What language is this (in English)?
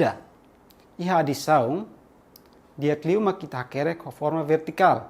Tetum